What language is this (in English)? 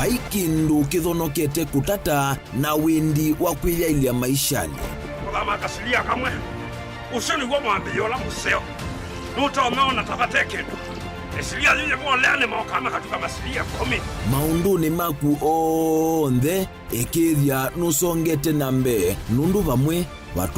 Kamba